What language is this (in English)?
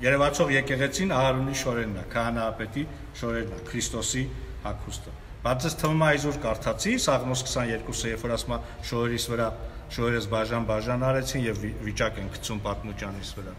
Armenian